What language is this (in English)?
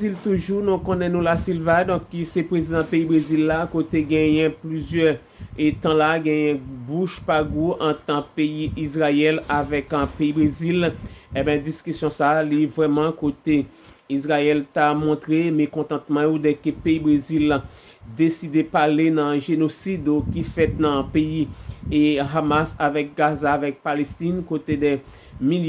Haitian Creole